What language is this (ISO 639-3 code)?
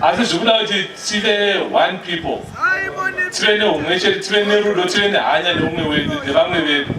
sna